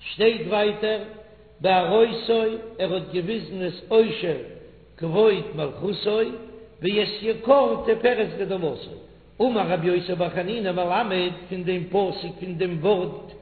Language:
Yiddish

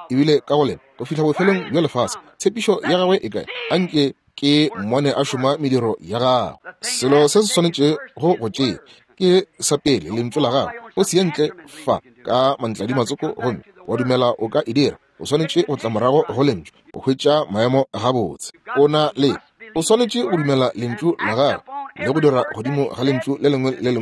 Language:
Northern Sotho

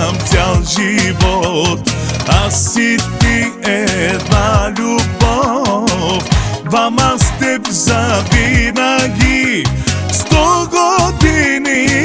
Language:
Bulgarian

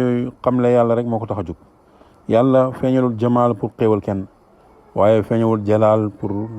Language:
Wolof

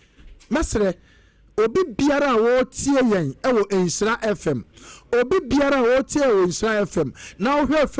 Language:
Akan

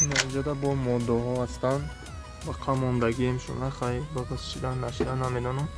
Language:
Tajik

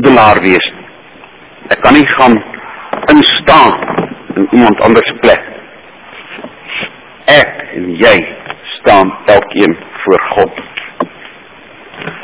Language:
Afrikaans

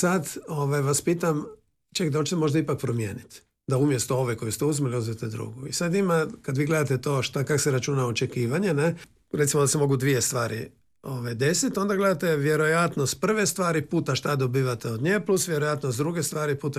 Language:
Croatian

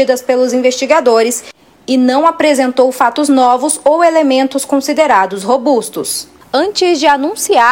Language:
Portuguese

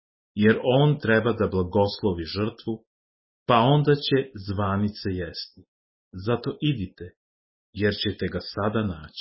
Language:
Serbian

